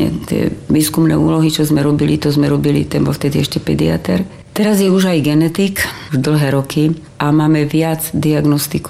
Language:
Slovak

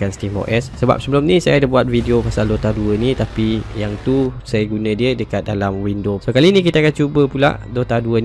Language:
Malay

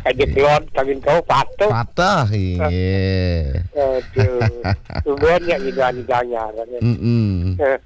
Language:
Balinese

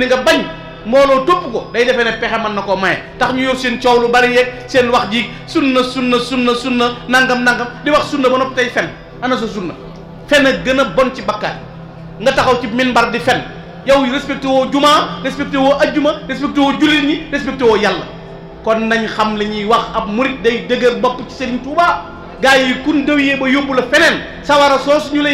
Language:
Wolof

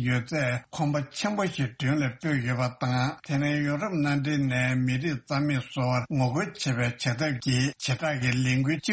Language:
Tibetan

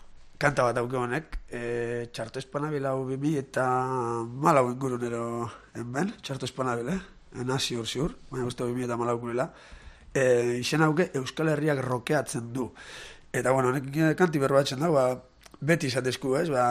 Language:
Basque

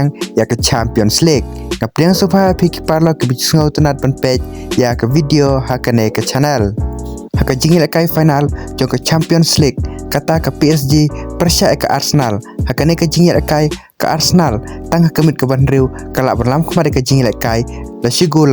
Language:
Khasi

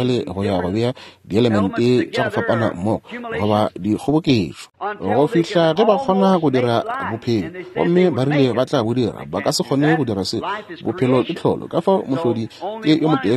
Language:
Northern Sotho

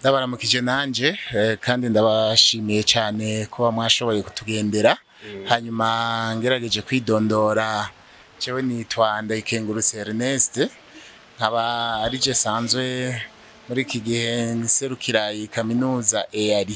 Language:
Rundi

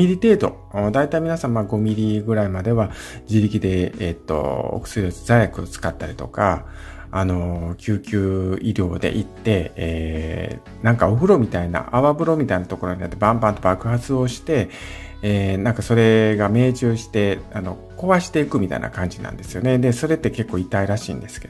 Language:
Japanese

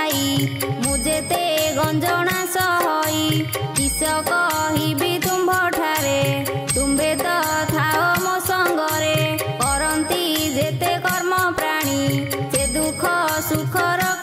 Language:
Odia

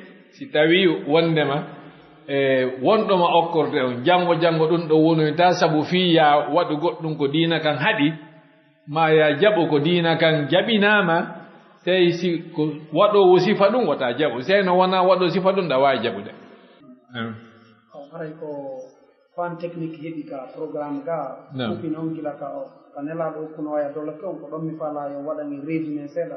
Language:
Fula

